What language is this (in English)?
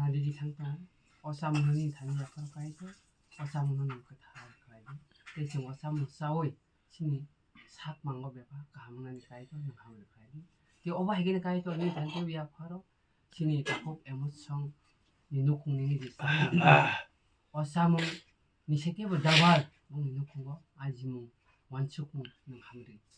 Kok Borok